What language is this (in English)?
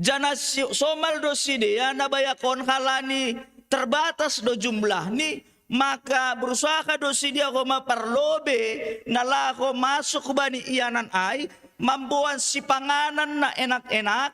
Batak Simalungun